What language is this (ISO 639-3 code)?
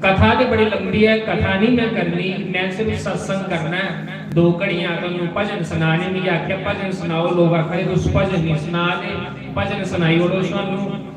doi